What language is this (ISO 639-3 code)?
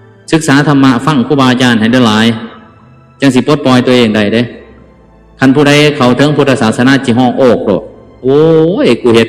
lao